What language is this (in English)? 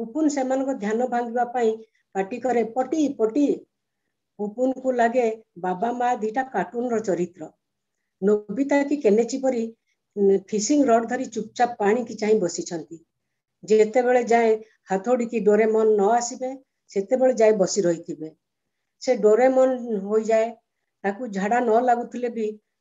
Odia